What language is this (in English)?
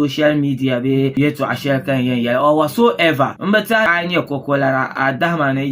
Dagbani